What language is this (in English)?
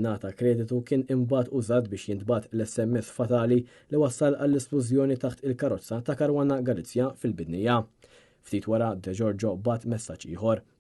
Maltese